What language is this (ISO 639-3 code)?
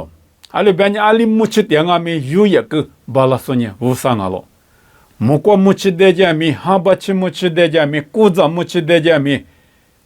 lis